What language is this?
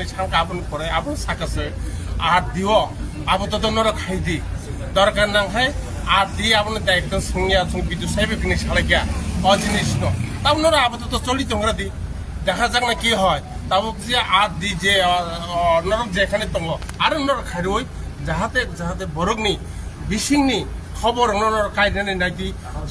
Kok Borok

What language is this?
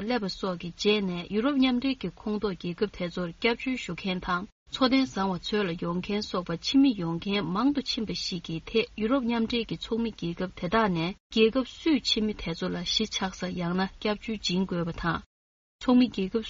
Tibetan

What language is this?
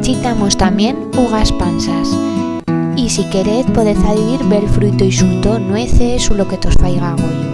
Aragonese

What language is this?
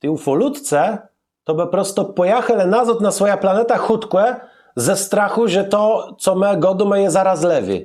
Kashubian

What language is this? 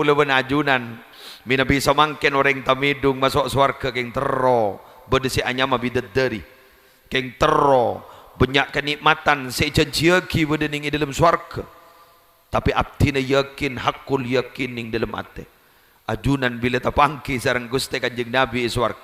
Madurese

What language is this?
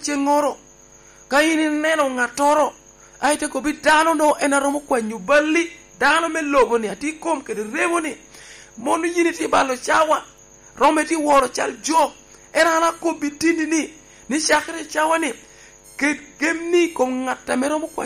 Lango (Uganda)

